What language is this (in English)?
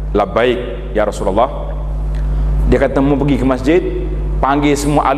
Malay